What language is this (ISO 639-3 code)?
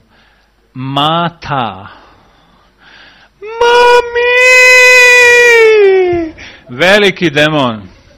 hrv